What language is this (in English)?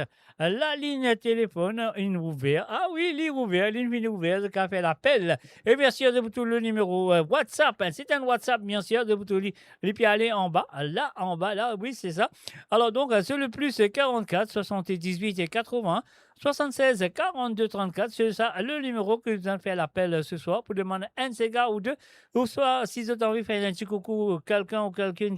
Morisyen